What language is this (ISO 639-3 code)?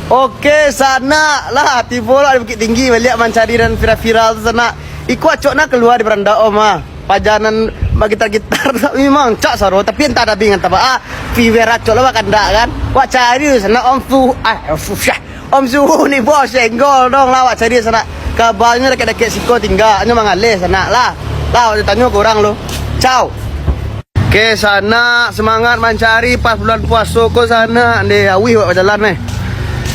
min